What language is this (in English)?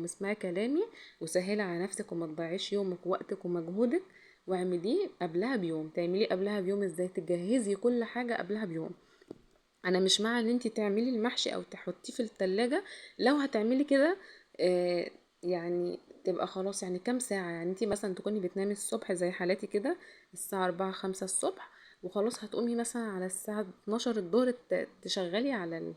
Egyptian Arabic